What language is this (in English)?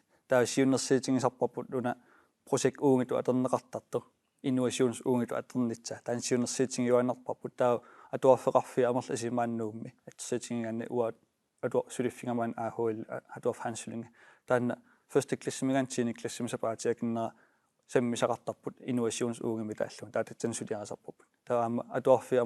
Kalaallisut